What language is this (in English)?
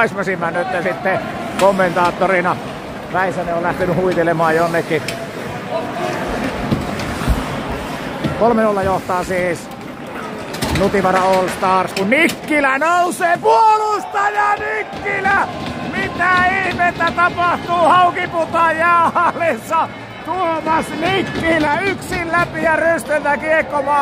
Finnish